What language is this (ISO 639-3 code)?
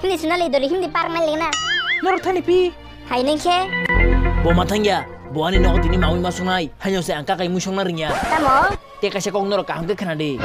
trp